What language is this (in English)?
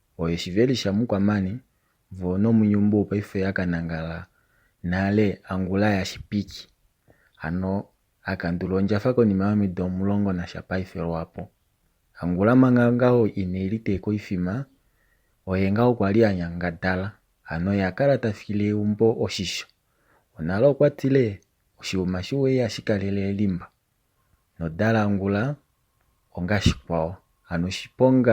Kuanyama